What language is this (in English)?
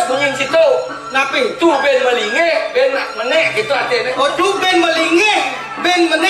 Balinese